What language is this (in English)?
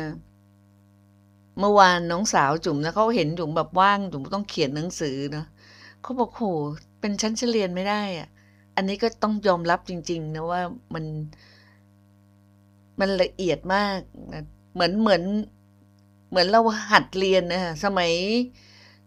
Thai